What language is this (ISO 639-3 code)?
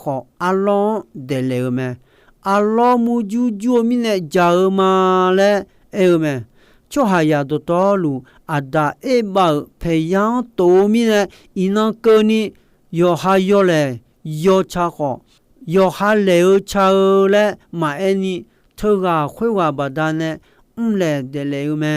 ahk